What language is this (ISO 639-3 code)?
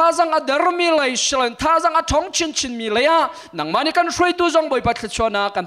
cnh